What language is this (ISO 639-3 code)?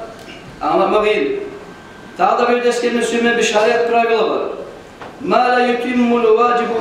kum